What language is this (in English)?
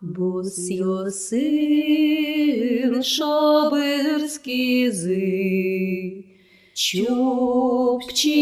Udmurt